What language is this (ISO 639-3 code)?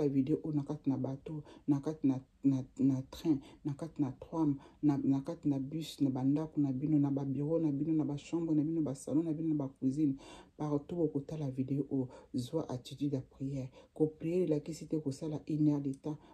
lin